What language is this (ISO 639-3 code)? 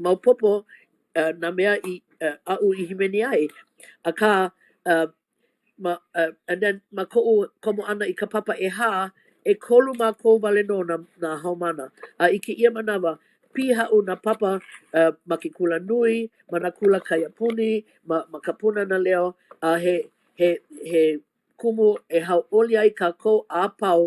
haw